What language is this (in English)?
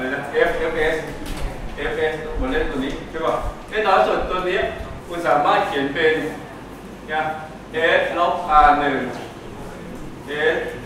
Thai